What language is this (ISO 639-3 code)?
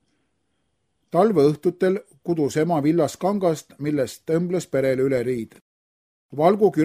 est